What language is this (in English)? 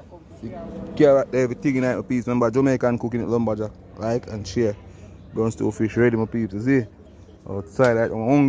Jamaican Creole English